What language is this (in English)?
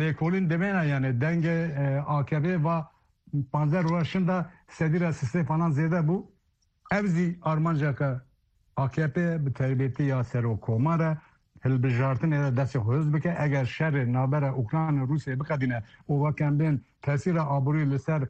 Kurdish